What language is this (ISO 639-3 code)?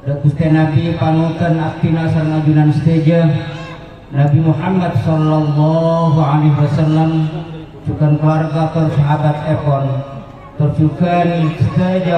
mad